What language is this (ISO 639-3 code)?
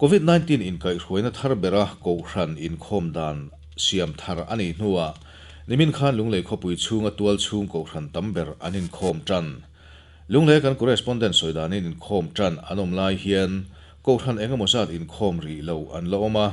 lus